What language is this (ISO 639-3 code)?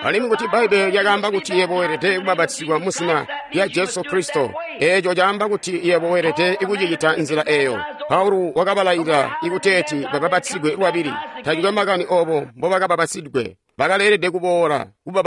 toi